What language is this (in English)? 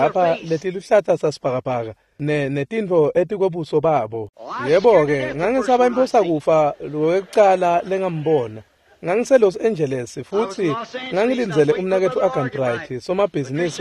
Swati